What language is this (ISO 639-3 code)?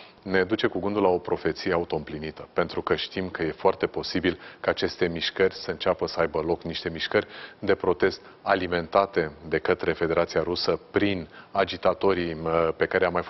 ron